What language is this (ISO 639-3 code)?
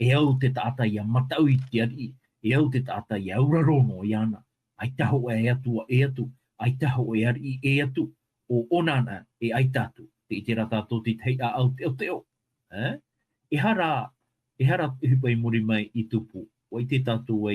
tah